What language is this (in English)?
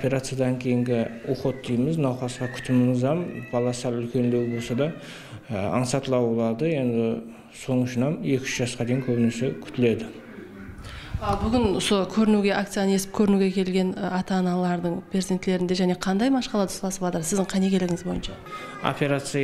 Kara-Kalpak